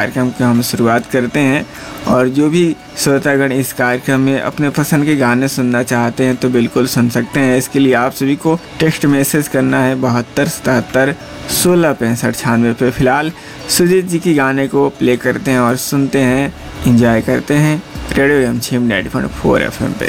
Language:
Hindi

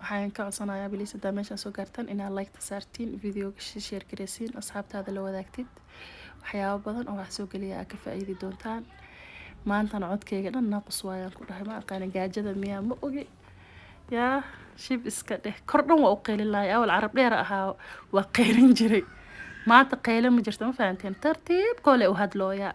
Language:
Somali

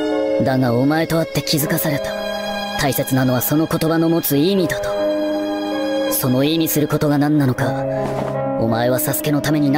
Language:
Japanese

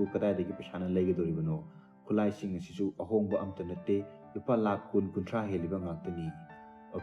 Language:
Manipuri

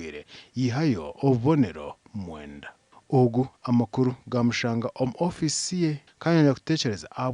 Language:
Nyankole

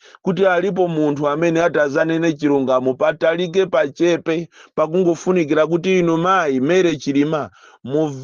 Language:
Nyanja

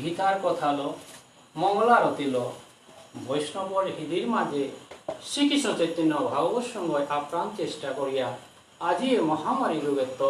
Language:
Bishnupriya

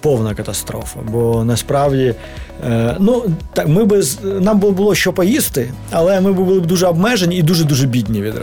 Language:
Ukrainian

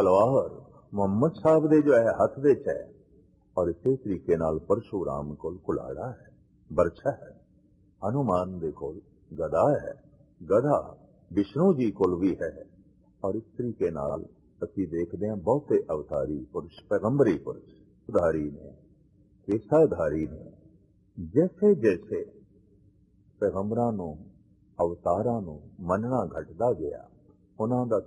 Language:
Punjabi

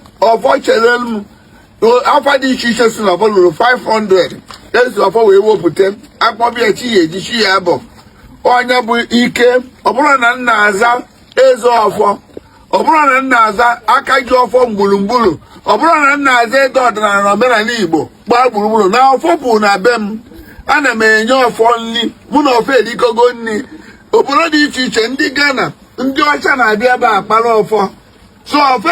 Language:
Igbo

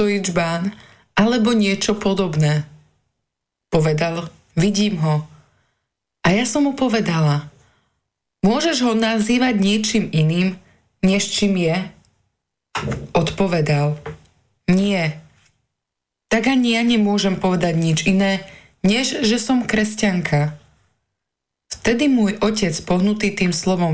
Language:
Slovak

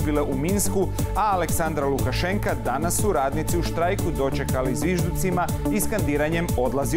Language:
Croatian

